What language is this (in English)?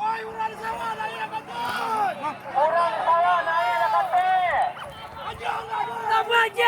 Minangkabau